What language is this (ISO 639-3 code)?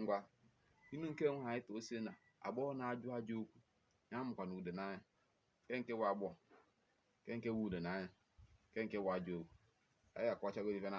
ibo